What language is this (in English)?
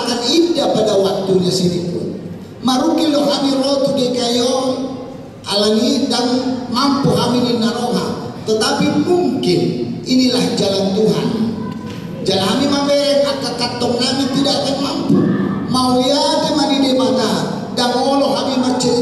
Batak Toba